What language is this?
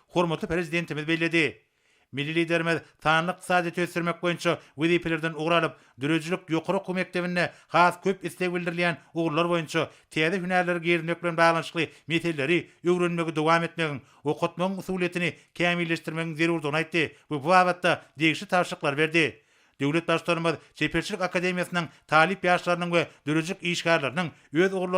Turkmen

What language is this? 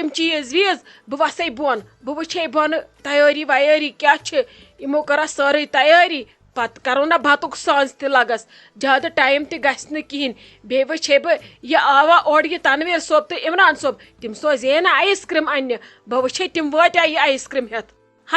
Kashmiri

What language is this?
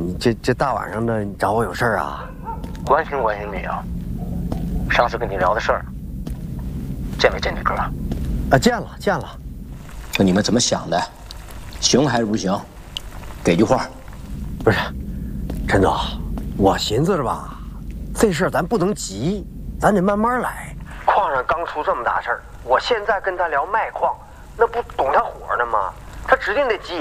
Chinese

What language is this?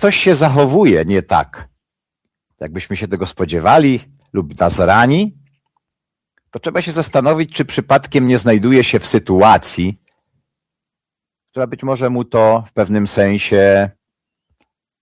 Polish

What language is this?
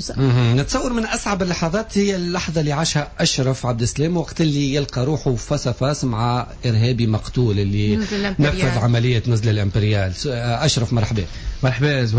Tunisian Arabic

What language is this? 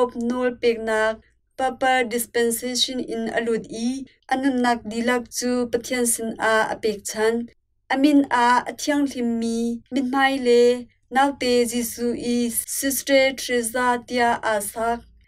Hakha Chin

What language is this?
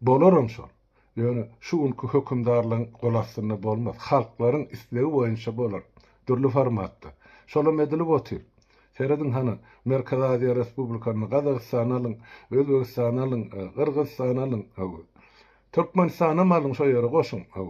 Turkmen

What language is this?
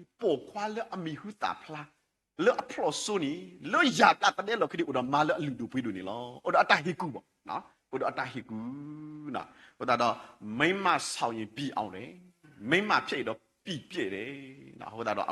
S'gaw Karen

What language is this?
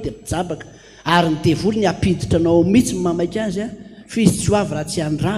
Malagasy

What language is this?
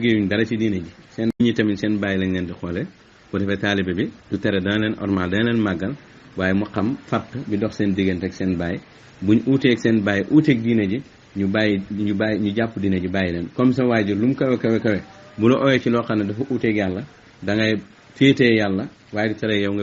Wolof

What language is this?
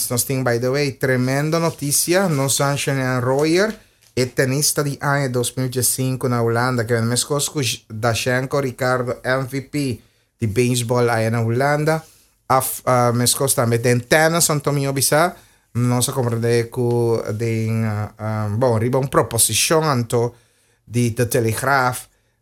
Papiamento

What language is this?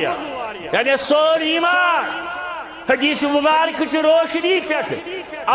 Kashmiri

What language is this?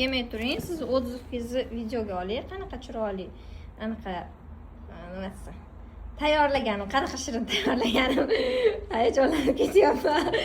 Uzbek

